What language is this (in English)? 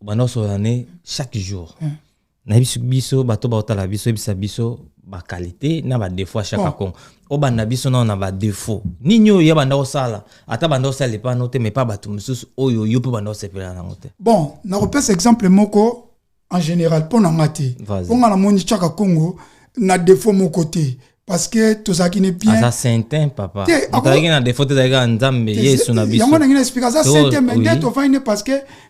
Lingala